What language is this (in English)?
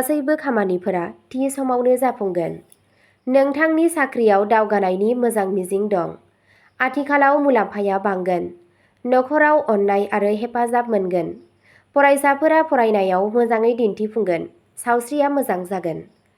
Bodo